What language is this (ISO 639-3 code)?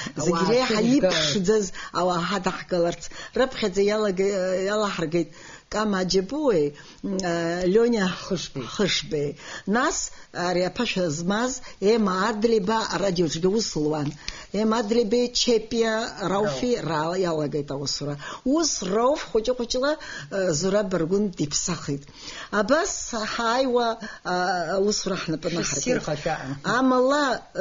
abk